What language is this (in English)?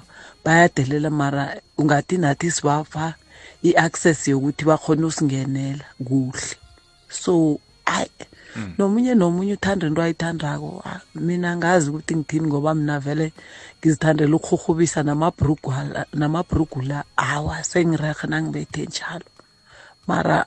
South Ndebele